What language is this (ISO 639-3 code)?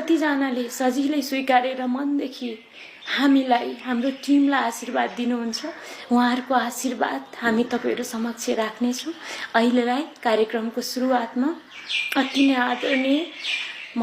nep